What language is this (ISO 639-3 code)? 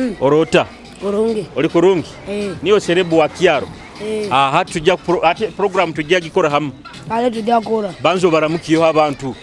nyo